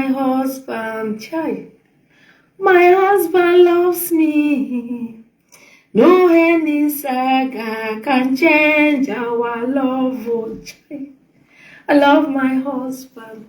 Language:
Nigerian Pidgin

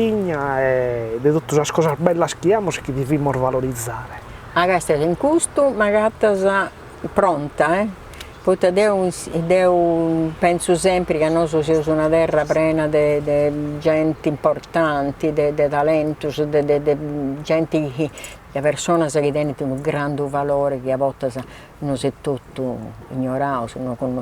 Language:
Sardinian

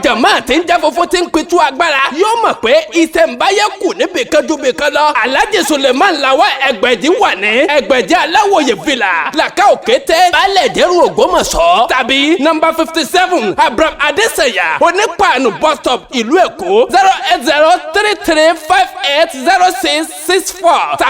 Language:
Yoruba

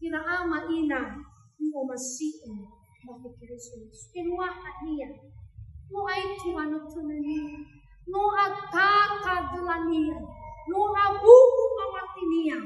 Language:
Nias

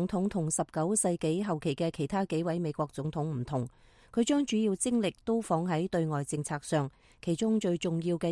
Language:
Cantonese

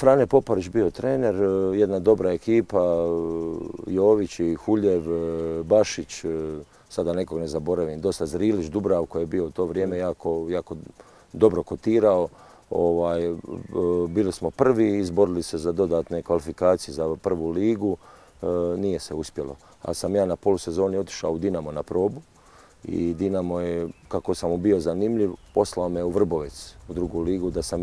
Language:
Croatian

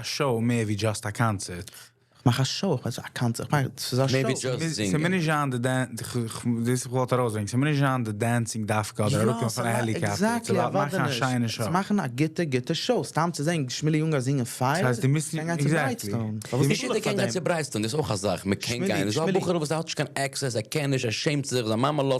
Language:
Yiddish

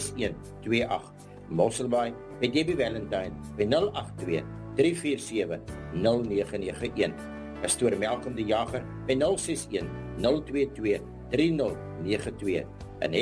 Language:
Afrikaans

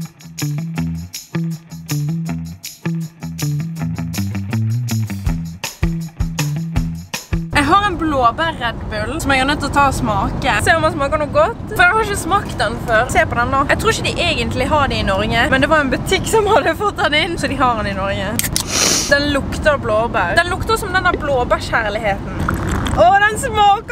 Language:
Norwegian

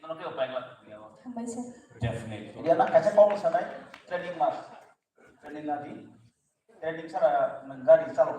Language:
Kok Borok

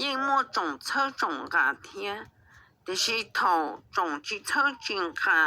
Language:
Hmong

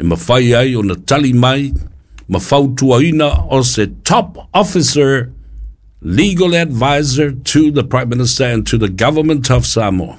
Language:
Samoan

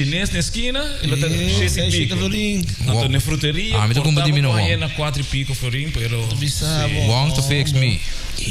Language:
Papiamento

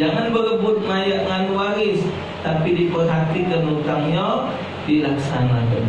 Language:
Musi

